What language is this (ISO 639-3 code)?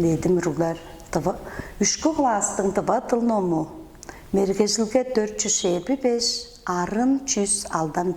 tyv